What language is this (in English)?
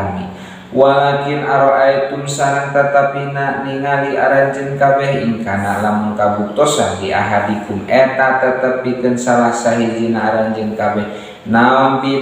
Sundanese